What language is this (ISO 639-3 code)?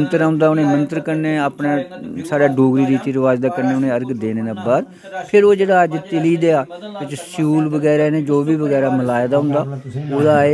doi